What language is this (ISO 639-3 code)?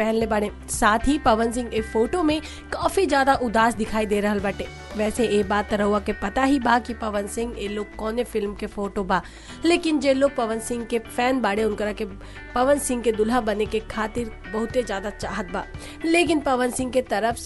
bho